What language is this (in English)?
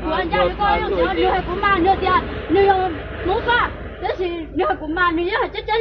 Hmong